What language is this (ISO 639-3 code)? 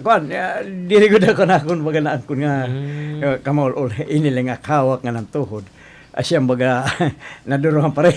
war